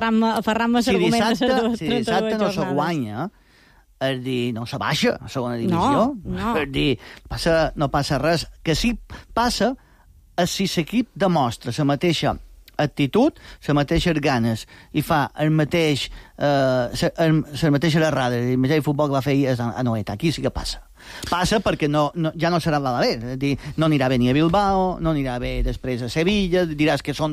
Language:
Catalan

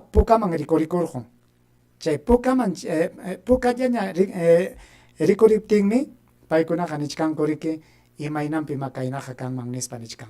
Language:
Ayacucho Quechua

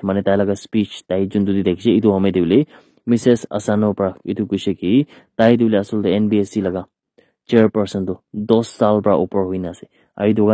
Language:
Naga Pidgin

